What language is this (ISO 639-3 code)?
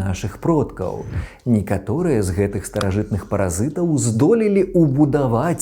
bel